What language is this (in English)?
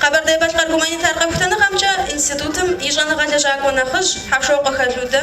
Kabardian